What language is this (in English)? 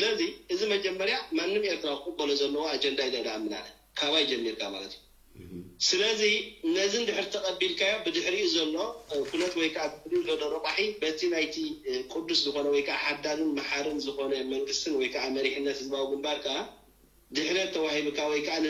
Tigrinya